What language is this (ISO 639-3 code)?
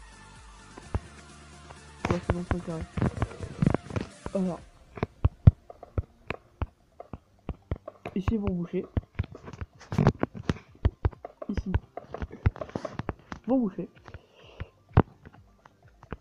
fra